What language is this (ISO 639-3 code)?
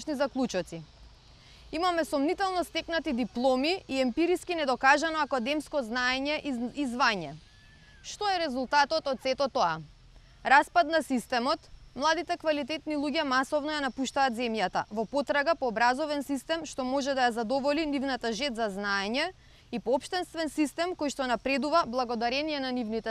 mkd